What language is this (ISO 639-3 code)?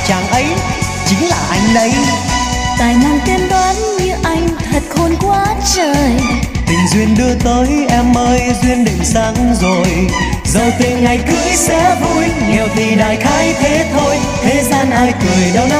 vie